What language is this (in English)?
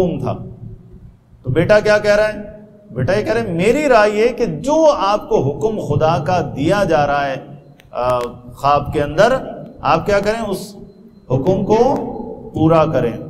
Urdu